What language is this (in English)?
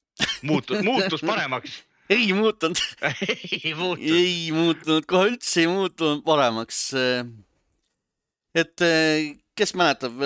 Estonian